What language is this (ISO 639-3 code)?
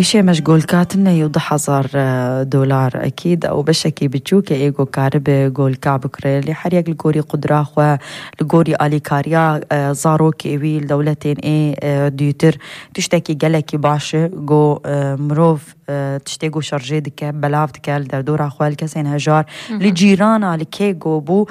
kur